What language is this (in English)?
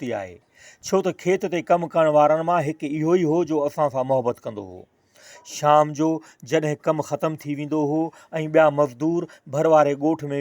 Sindhi